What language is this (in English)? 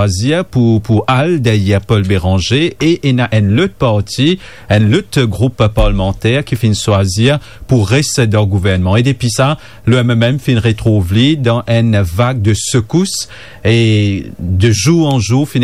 Morisyen